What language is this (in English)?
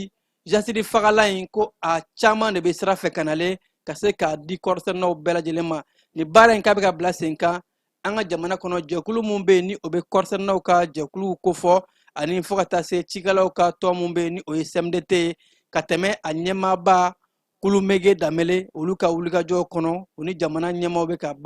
Bambara